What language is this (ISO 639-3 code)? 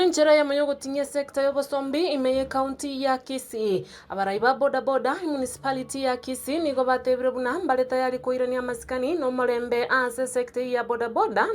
guz